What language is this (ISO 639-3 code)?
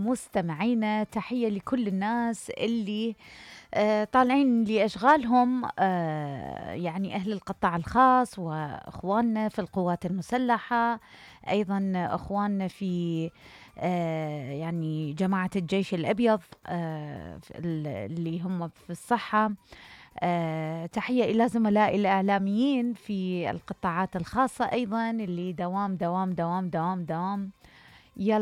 acm